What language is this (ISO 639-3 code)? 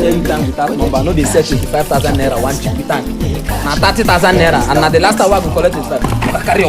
pcm